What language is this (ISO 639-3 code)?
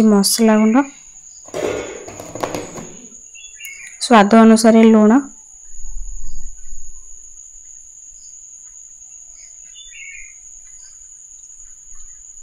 ori